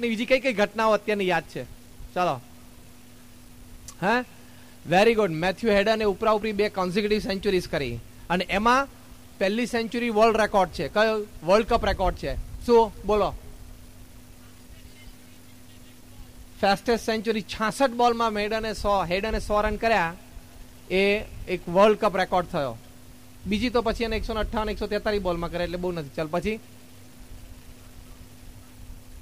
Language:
Gujarati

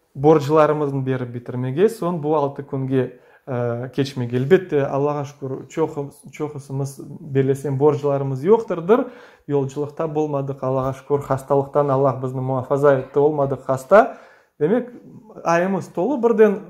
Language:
Crimean Tatar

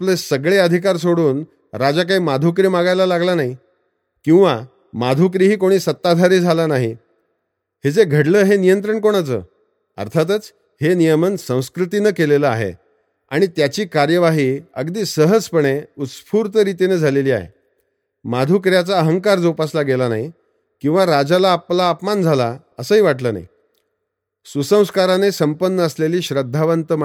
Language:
Marathi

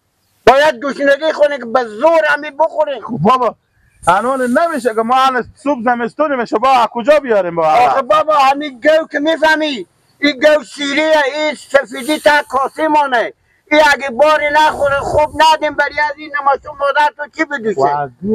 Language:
Persian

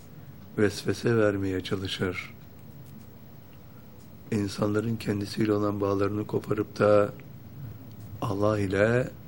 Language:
Turkish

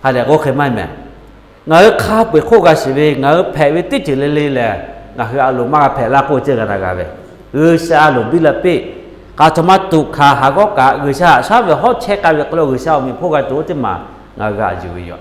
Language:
Lahu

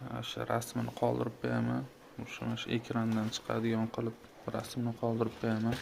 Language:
Uzbek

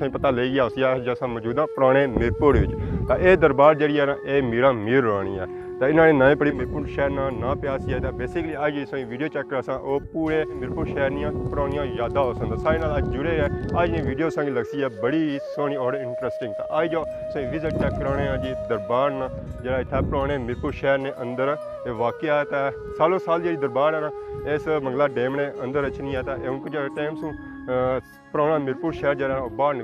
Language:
Pahari-Potwari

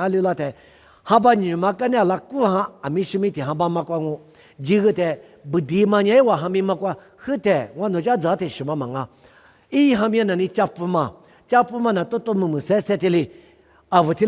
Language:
Lisu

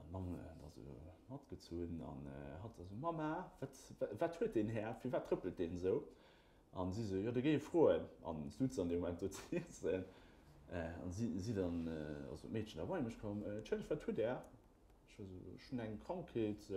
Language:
Luxembourgish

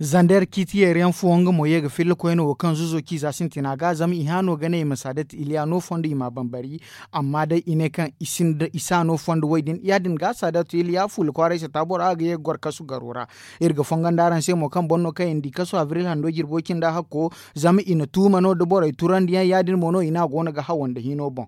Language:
Zarma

